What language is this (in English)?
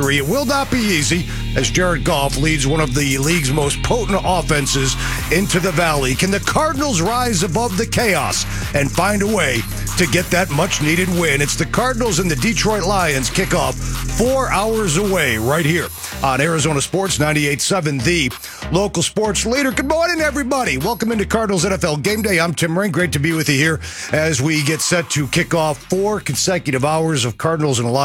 English